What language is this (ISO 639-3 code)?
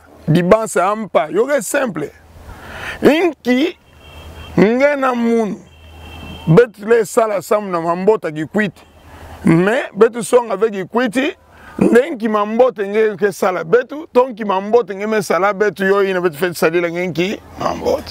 ktu